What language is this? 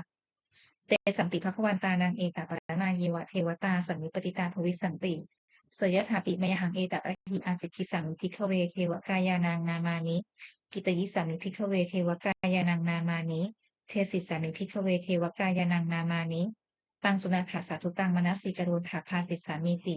Pali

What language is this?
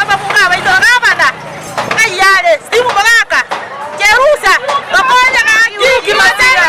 Gusii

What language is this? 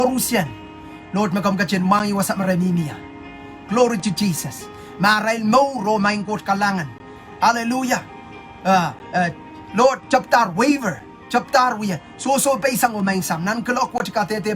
Pohnpeian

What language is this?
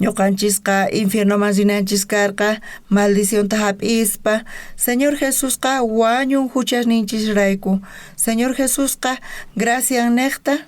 South Bolivian Quechua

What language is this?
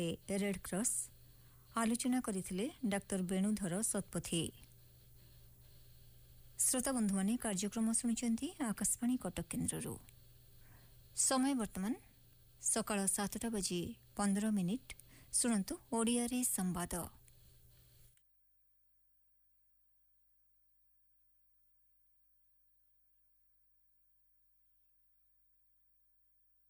Odia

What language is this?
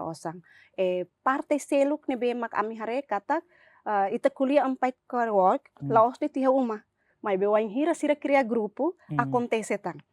Tetum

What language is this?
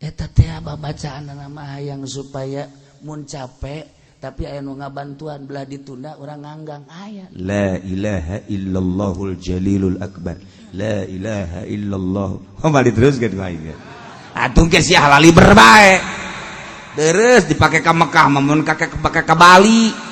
Sundanese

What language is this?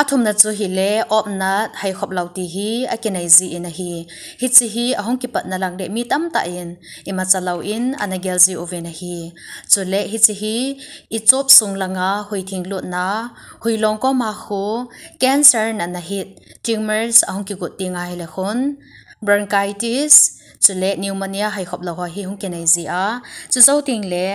Thado Chin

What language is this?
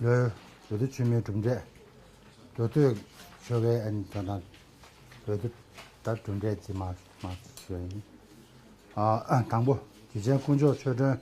Tibetan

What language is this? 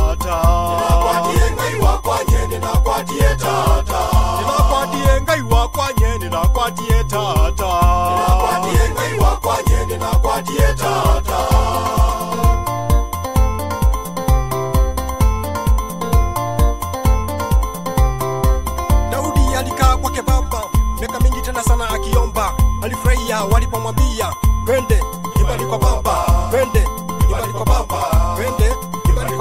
Swahili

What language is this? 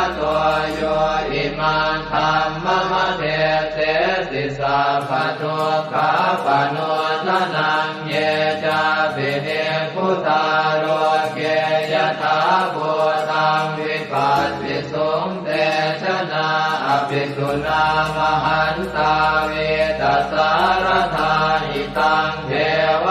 Pali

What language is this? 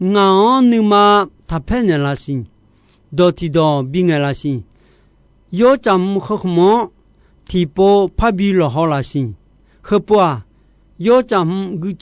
Akha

